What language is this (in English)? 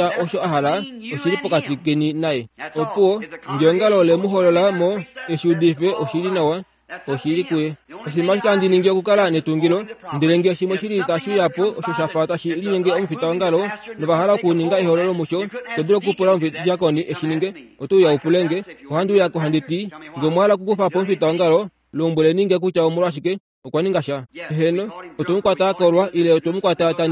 Kuanyama